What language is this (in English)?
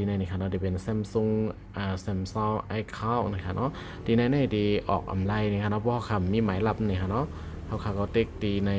Shan